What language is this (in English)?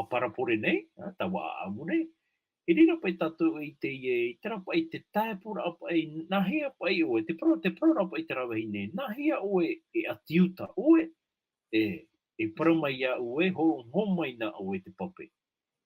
Tahitian